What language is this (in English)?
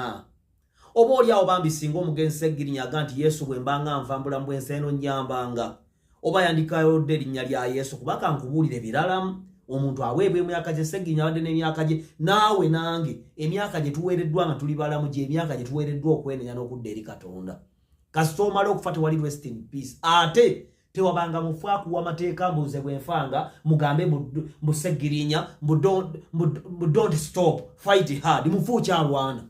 Ganda